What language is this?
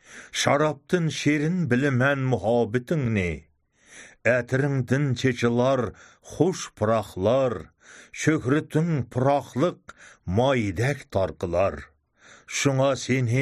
Uyghur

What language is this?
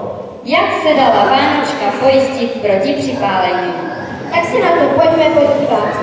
Czech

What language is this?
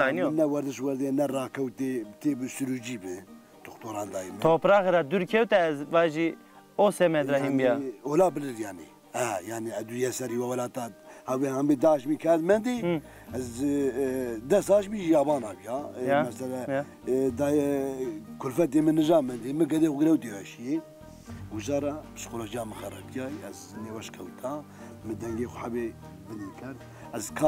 Zaza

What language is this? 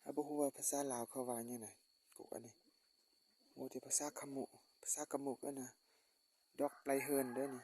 Lao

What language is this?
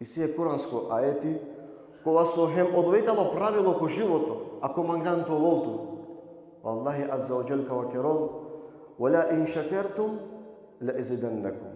Balkan Romani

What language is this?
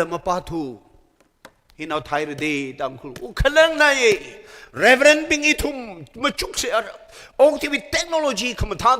Tangkhul Naga (India)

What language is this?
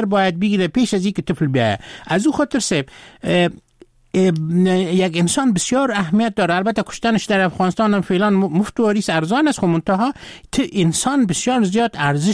Persian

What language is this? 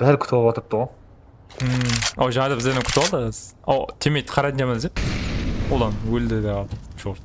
Kara-Kalpak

